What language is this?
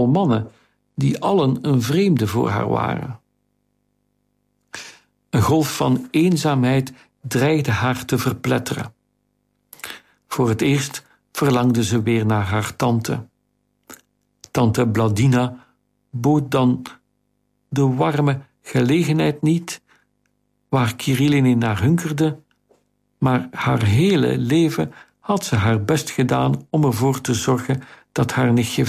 Dutch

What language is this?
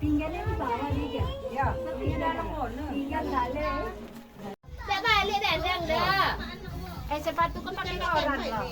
Minangkabau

